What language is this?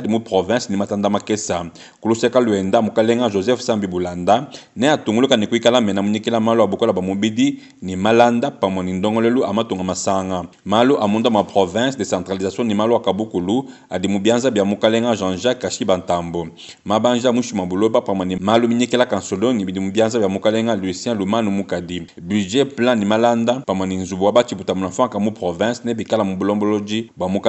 Luba-Lulua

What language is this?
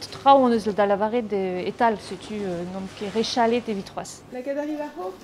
Breton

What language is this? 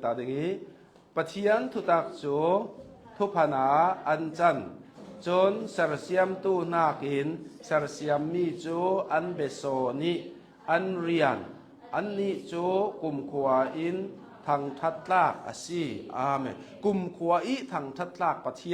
Hakha Chin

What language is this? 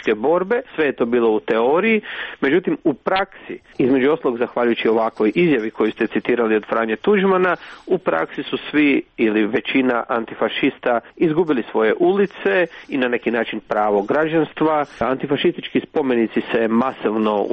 Croatian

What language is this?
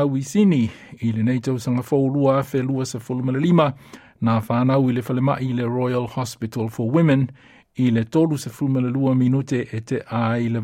Samoan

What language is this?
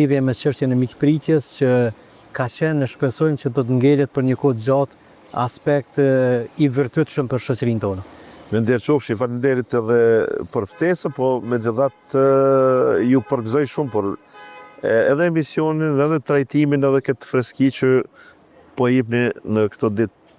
Albanian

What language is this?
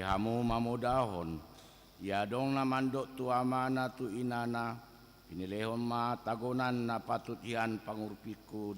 Batak Toba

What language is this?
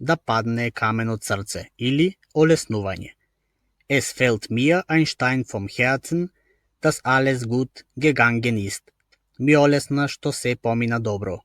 Macedonian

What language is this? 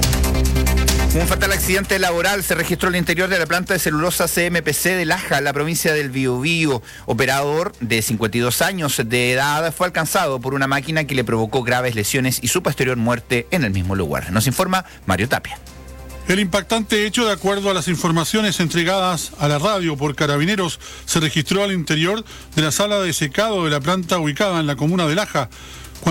Spanish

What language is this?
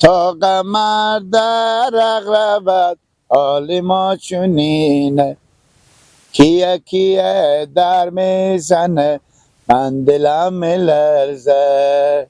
Persian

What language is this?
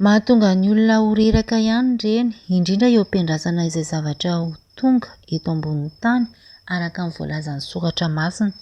Malagasy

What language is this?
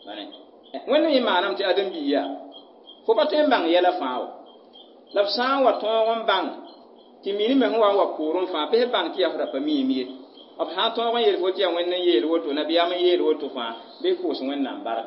Mossi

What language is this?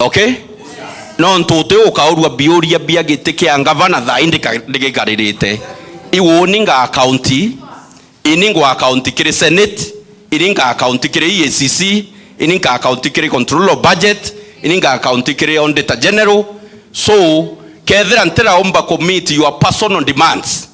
Meru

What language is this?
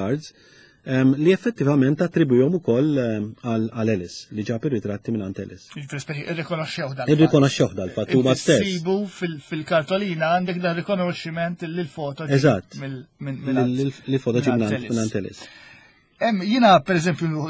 Maltese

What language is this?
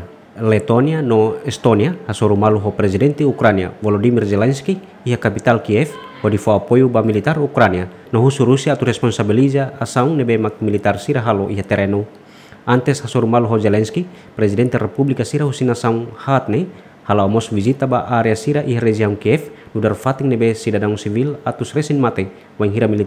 Tetum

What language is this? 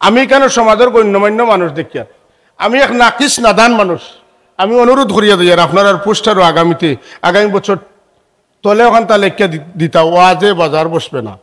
Sylheti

